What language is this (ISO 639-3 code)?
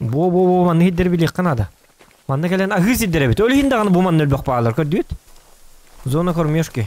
sah